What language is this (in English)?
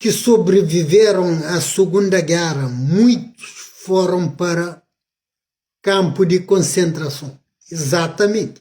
Kabuverdianu